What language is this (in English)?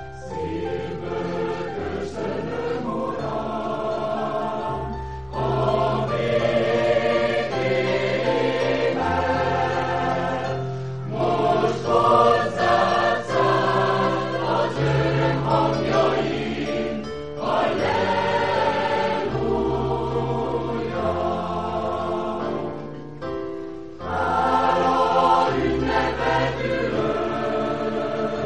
Hungarian